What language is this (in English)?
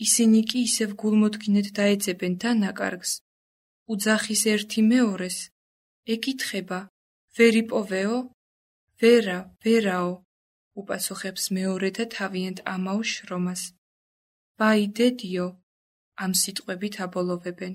Georgian